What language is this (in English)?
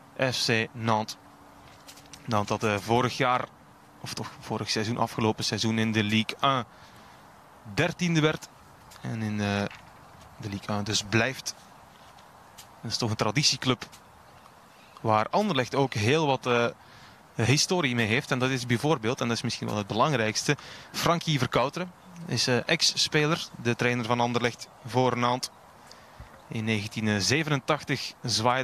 Dutch